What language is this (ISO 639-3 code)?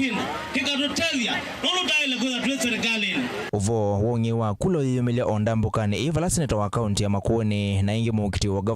kam